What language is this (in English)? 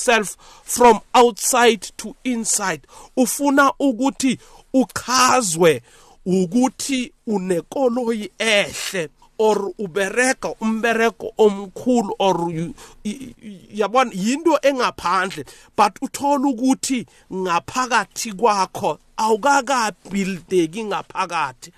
South Ndebele